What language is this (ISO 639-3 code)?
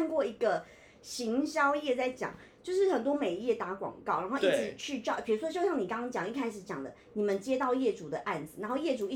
zho